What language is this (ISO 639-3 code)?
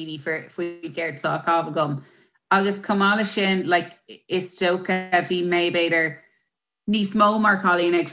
gle